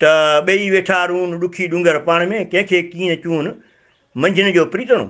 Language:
Sindhi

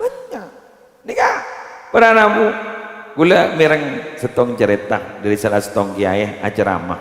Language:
Madurese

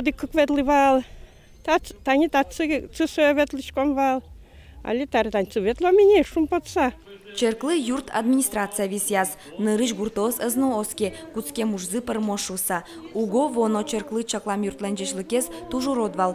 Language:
Udmurt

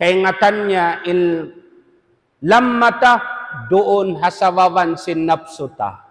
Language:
Tausug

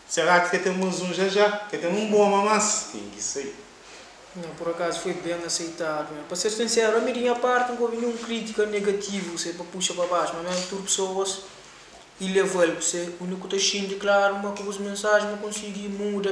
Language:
Kabuverdianu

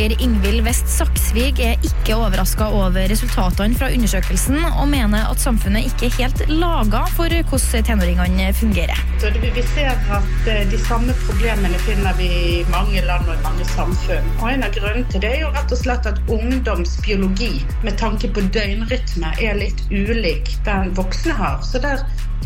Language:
Norwegian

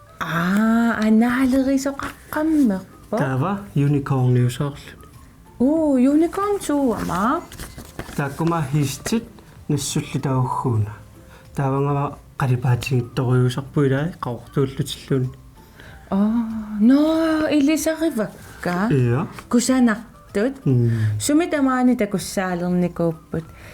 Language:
Kalaallisut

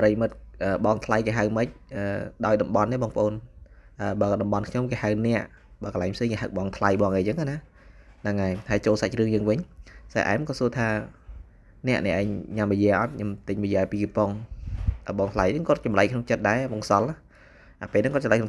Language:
Khmer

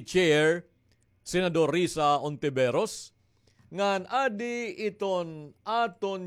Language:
Waray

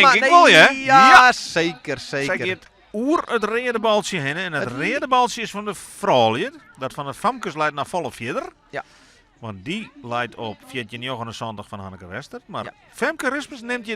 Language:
Western Frisian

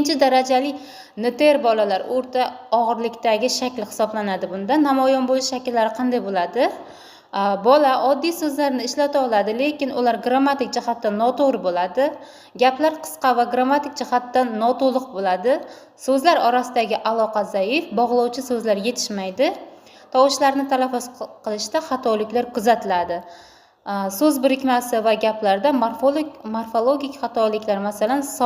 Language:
Uzbek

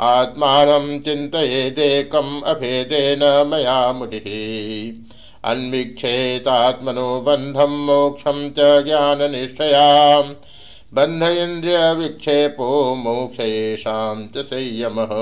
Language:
Sanskrit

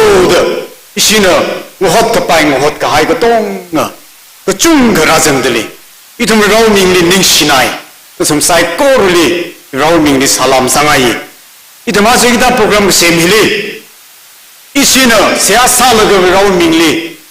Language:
Tangkhul Naga (India)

